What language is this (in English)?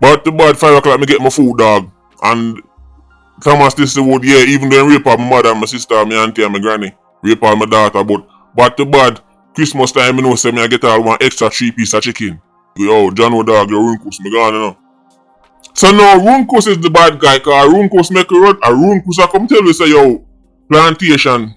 Jamaican Creole English